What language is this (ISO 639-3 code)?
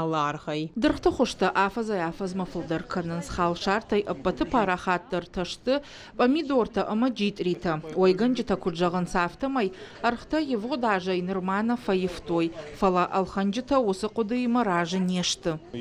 oss